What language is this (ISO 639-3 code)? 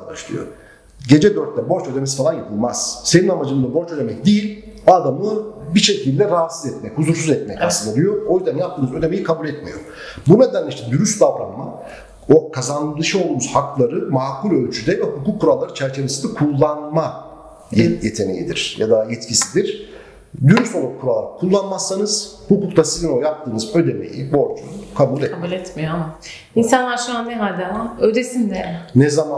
tur